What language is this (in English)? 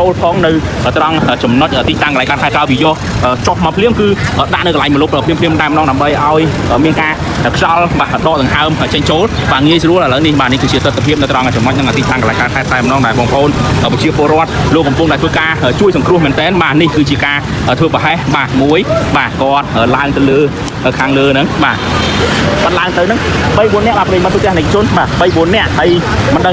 Khmer